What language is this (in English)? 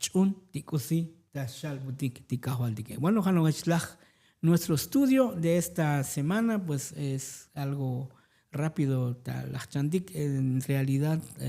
Tzotzil